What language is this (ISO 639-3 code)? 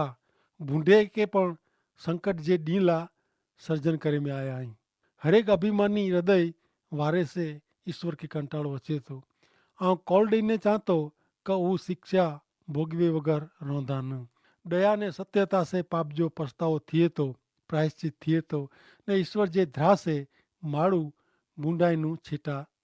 kfr